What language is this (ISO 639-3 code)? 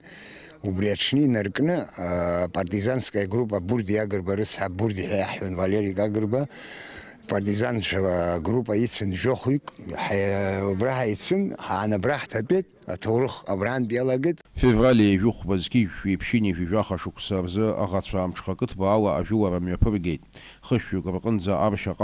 abk